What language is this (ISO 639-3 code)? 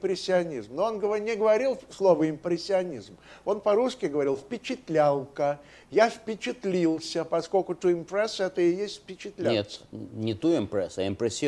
rus